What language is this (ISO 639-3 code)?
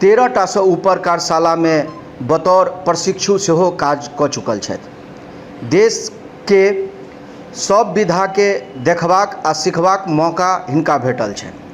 mai